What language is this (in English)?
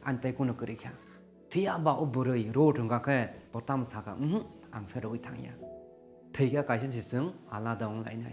Kok Borok